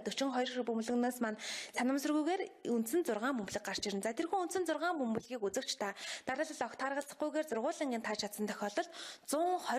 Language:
Mongolian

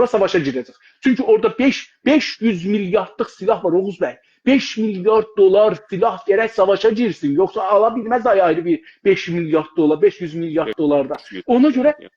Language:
South Azerbaijani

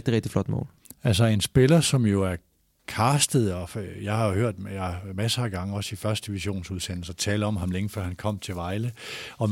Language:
Danish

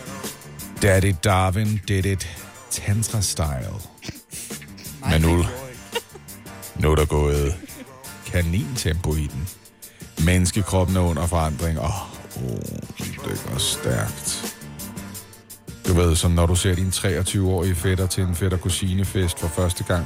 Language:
Danish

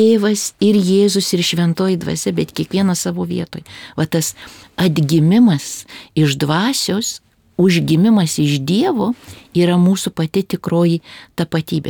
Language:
Lithuanian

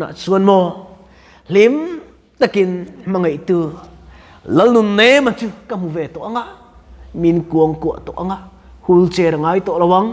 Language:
Mizo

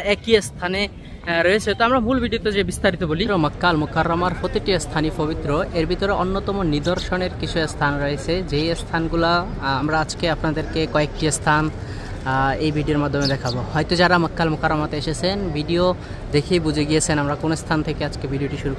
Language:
Bangla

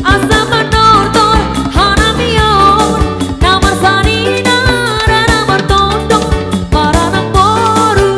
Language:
Batak Toba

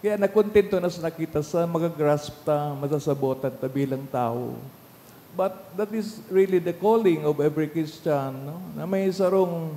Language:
Bikol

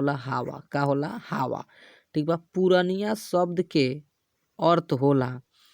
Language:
Bhojpuri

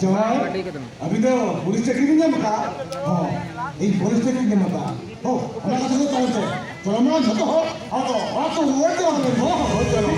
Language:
Santali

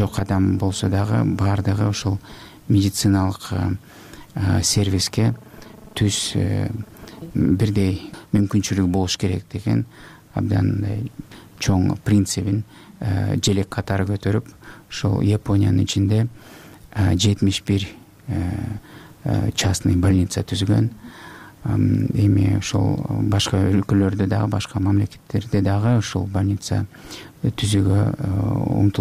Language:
Kyrgyz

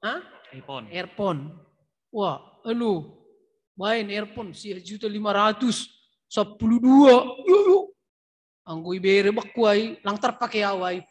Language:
Batak Simalungun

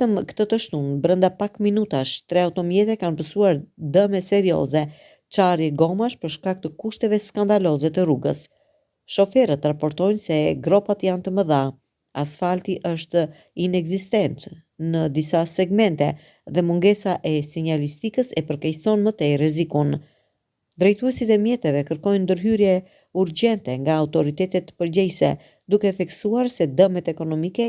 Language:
Albanian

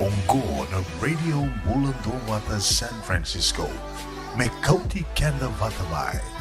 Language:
Fijian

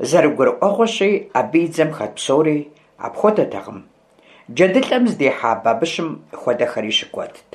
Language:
Kabardian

